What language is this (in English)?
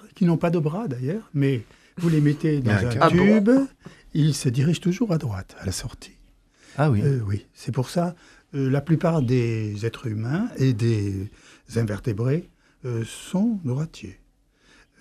French